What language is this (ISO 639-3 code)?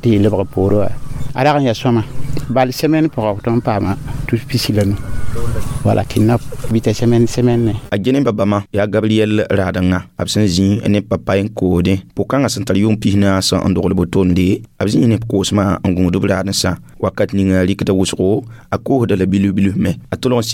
mos